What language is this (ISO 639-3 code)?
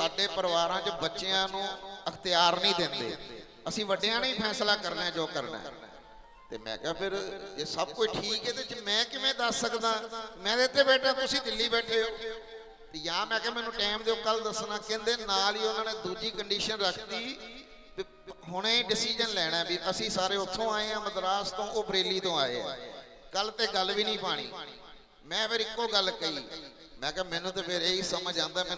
pan